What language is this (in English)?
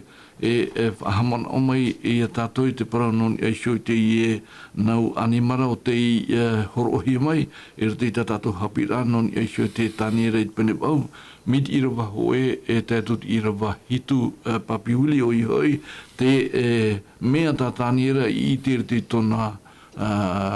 Tahitian